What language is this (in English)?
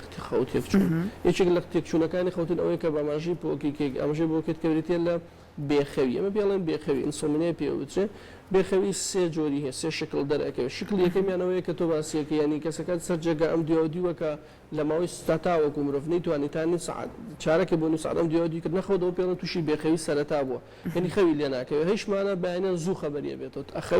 Central Kurdish